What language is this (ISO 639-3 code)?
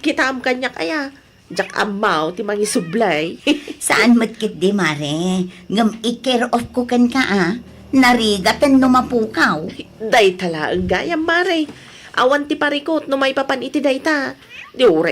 ilo